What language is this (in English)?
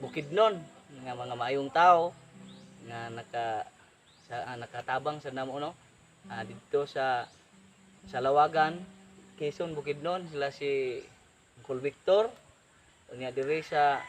Cebuano